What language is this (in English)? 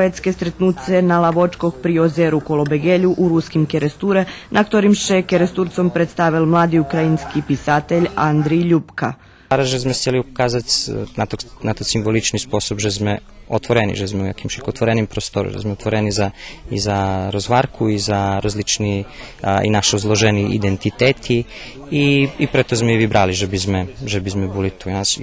Rusyn